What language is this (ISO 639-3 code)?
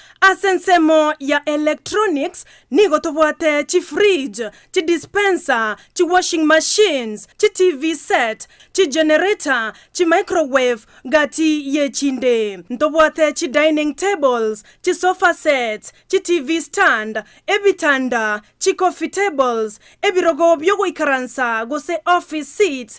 guz